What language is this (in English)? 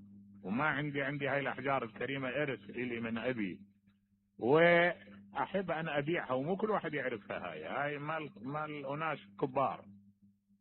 Mesopotamian Arabic